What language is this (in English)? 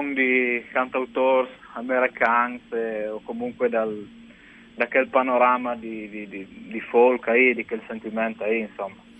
Friulian